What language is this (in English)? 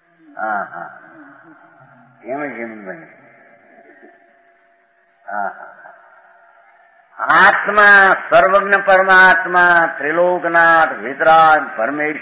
Gujarati